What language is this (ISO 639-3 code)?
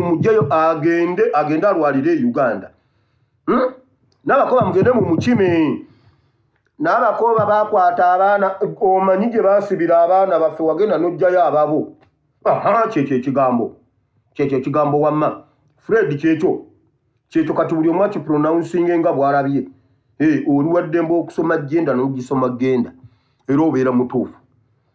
lug